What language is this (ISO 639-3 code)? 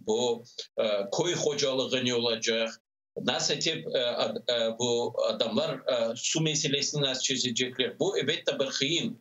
crh